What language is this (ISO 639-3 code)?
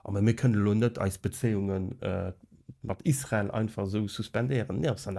ltz